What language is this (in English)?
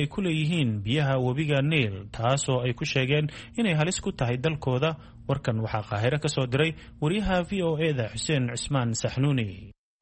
Somali